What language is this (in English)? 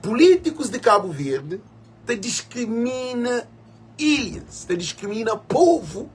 Kabuverdianu